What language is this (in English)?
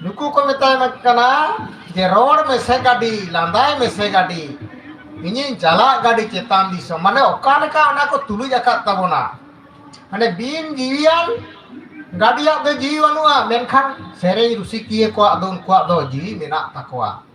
Santali